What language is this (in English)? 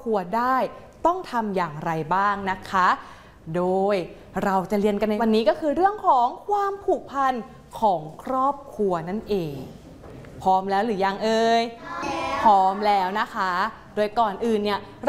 Thai